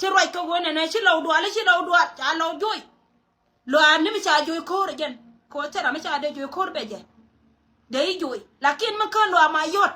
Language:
Nuer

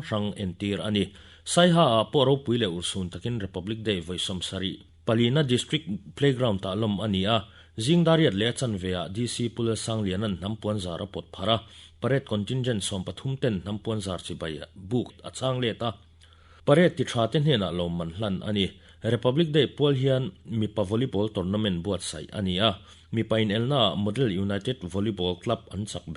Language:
Mizo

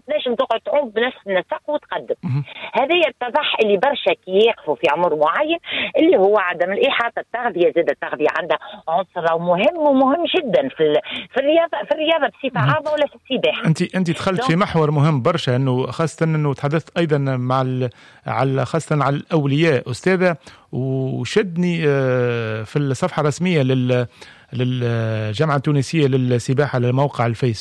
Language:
Tunisian Arabic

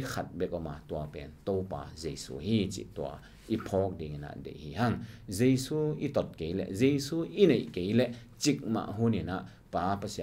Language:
Tedim Chin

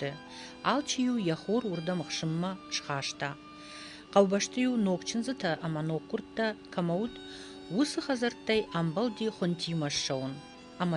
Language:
Ossetic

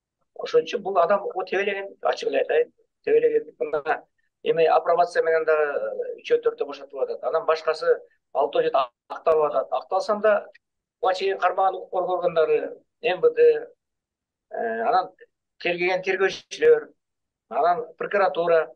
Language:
Kyrgyz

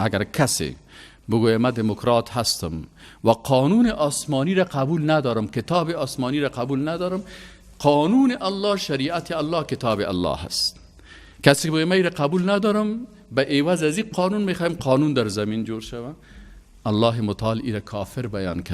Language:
Persian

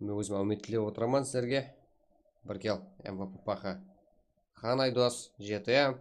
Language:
Kara-Kalpak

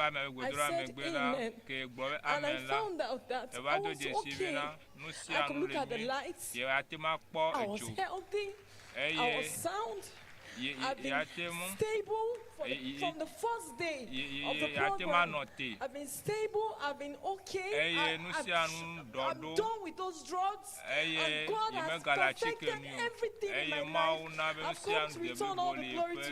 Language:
Ewe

